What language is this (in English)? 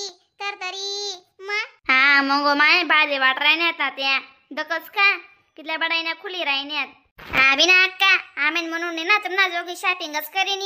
Khandesi